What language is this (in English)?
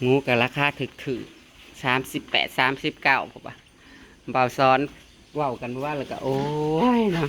Northeastern Thai